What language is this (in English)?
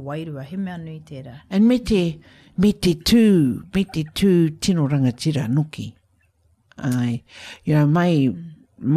Māori